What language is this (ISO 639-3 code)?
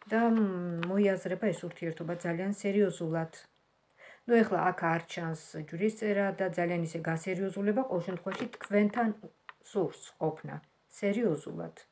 kat